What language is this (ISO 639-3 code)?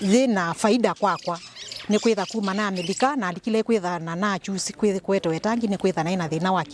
kam